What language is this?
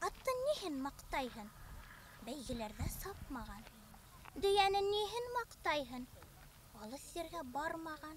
Bashkir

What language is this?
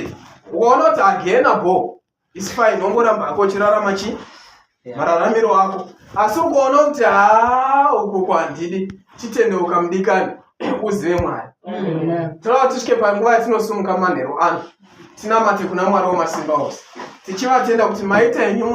Shona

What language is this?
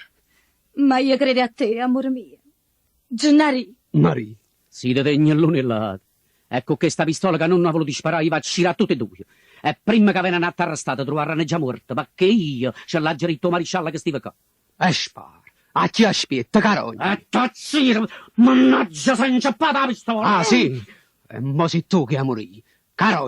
Neapolitan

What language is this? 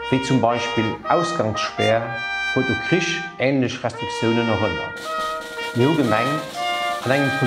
Luxembourgish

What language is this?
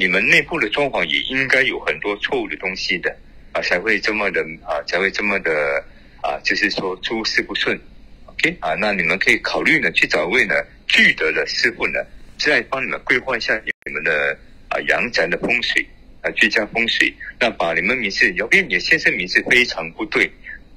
Chinese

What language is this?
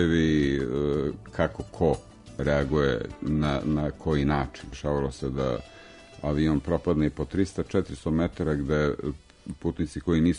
Serbian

